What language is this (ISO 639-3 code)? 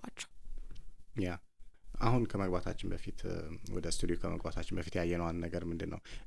amh